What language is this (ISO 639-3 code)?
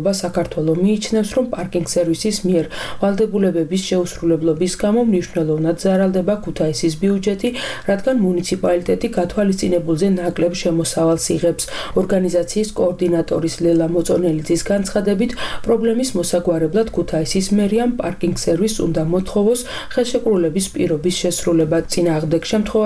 kat